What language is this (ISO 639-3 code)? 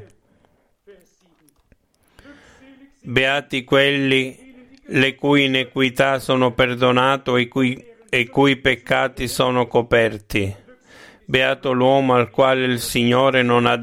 ita